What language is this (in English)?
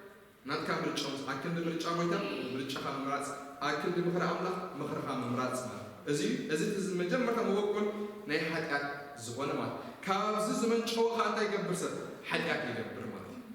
Tigrinya